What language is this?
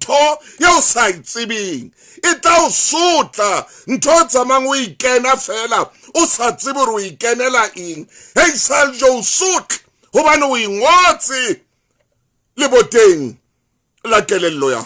Southern Sotho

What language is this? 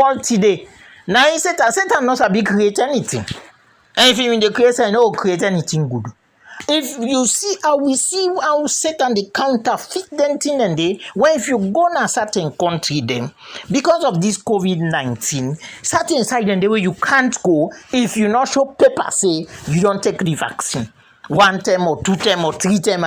Krio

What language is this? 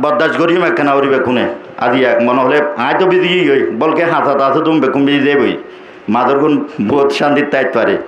Rohingya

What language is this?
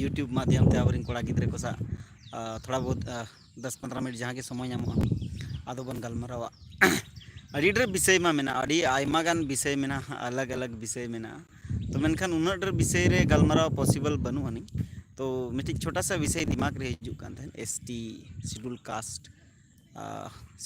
Santali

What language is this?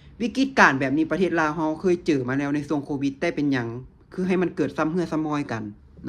Lao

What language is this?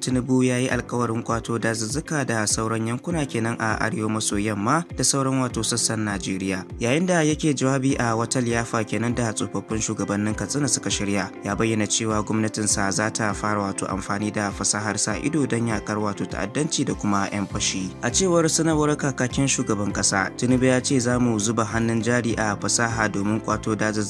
Hausa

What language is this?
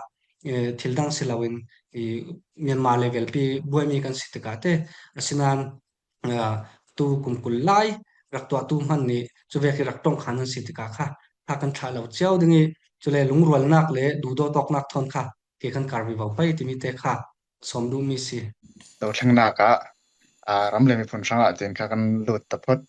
Falam Chin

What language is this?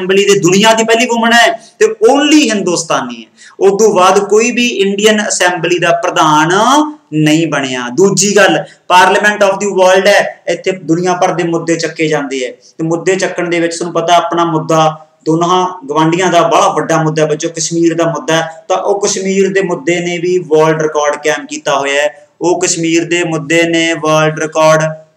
Punjabi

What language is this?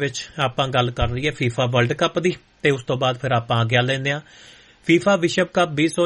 Punjabi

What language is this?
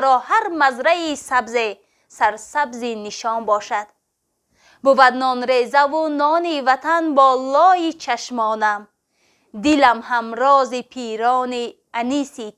Tajik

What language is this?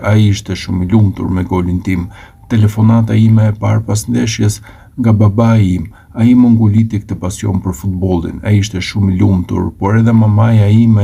Albanian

